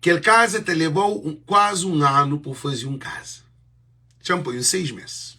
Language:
Kabuverdianu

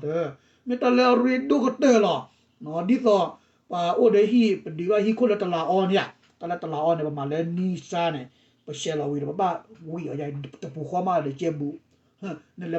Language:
S'gaw Karen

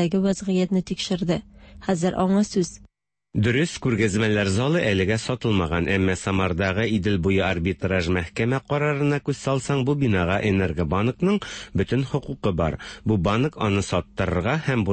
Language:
Tatar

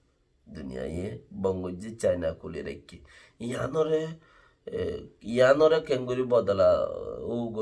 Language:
Rohingya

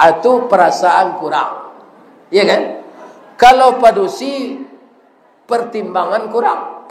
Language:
Minangkabau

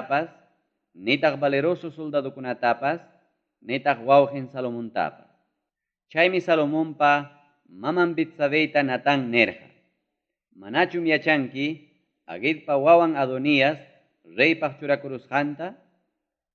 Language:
Ayacucho Quechua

